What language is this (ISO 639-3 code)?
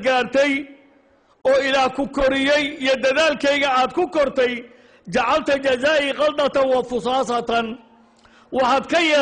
som